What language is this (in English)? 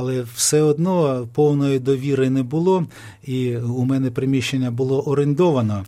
Ukrainian